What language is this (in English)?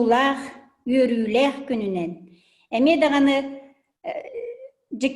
Yakut